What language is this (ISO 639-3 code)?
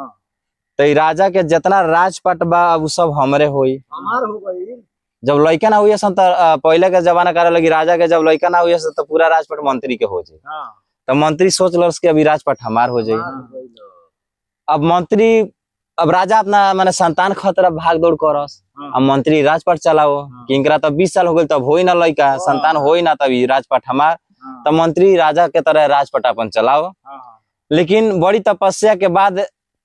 bho